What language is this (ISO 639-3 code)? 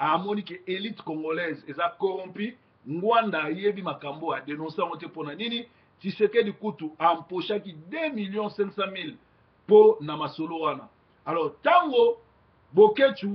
lin